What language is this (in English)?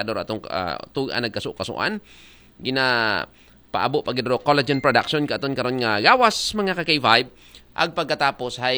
Aklanon